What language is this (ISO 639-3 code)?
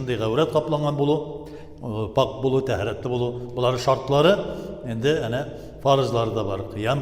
tat